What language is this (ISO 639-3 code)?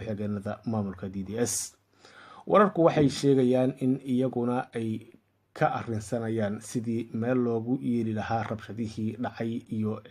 som